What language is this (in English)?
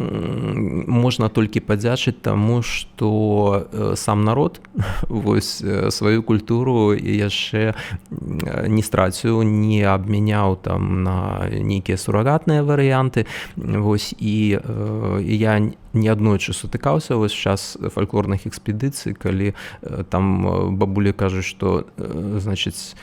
Belarusian